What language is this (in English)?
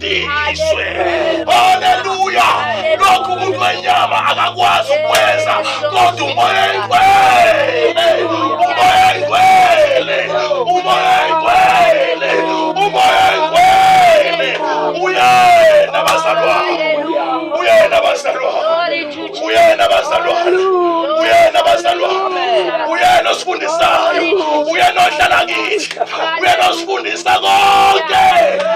Zulu